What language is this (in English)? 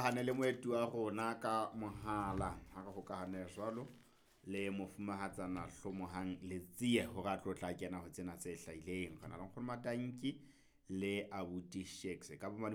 Southern Sotho